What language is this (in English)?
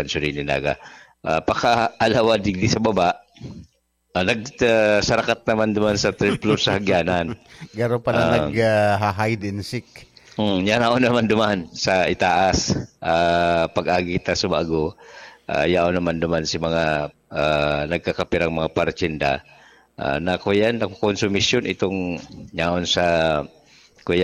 Bikol